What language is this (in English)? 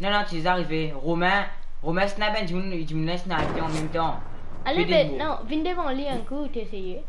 Morisyen